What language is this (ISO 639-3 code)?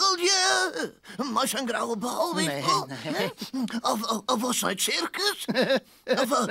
fry